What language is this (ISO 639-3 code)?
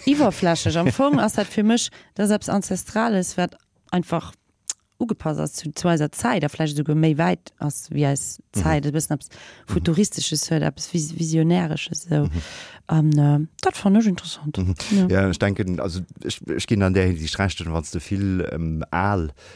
ltz